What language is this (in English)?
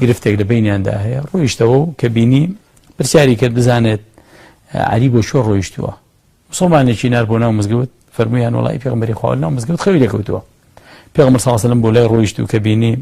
Central Kurdish